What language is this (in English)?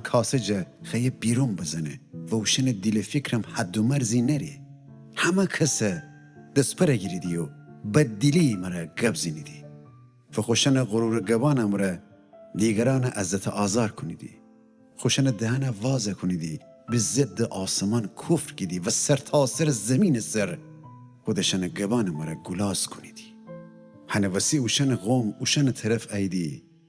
Gilaki